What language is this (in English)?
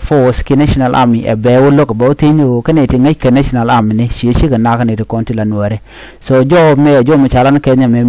Nuer